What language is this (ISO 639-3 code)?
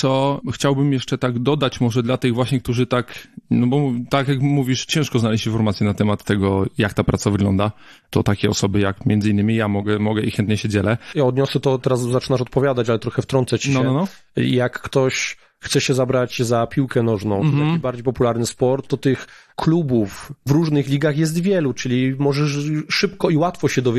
pol